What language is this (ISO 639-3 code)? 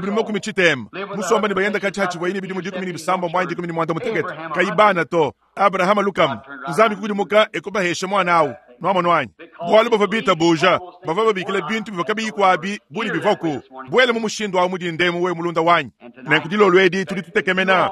lua